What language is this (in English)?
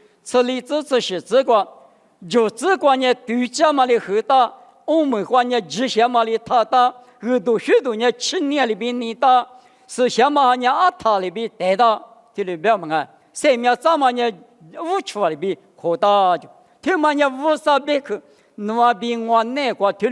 Lisu